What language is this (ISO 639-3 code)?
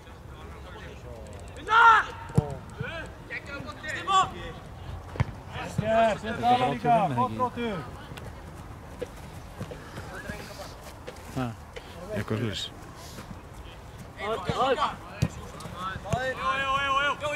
isl